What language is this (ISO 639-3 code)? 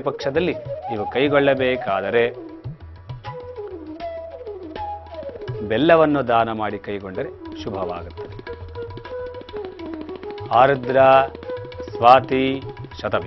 kan